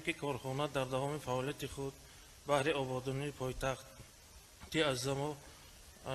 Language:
Tajik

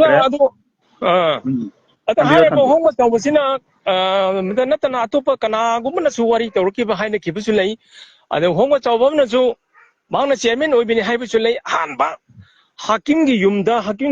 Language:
Manipuri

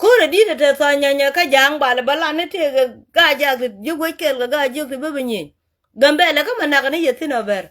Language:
Nuer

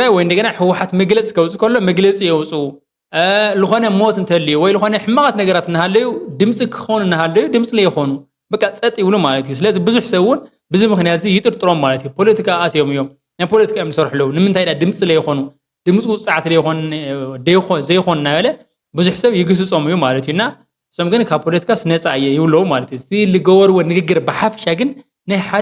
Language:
Tigrinya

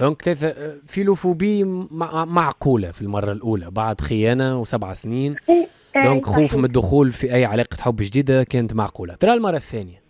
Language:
Tunisian Arabic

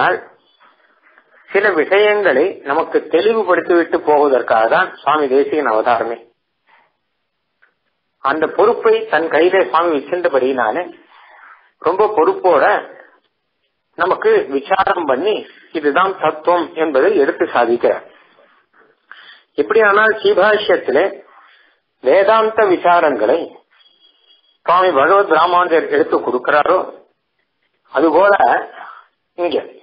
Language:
Tamil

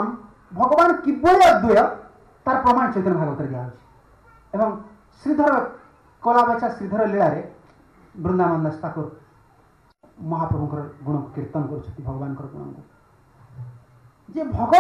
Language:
Odia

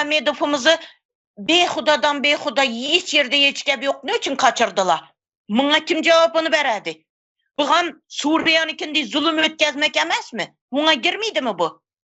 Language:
Turkmen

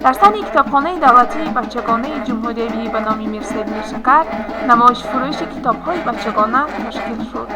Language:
Tajik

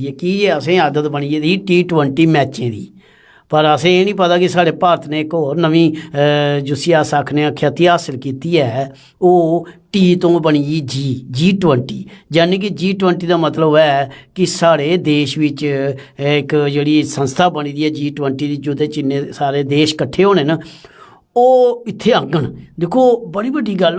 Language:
Dogri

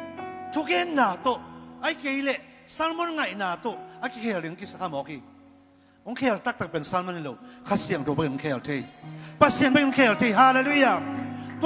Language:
Tedim Chin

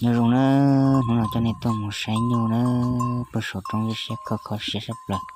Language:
Hmong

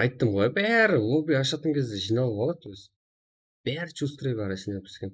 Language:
Kara-Kalpak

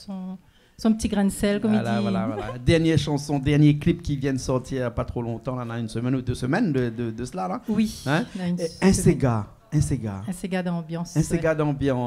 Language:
Réunion Creole French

